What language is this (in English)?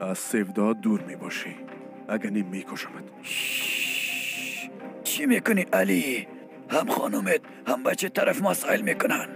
Persian